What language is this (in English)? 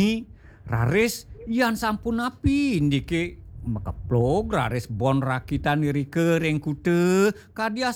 Balinese